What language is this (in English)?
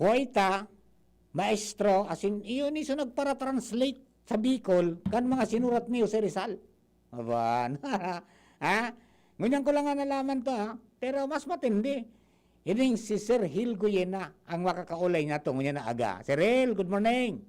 Bikol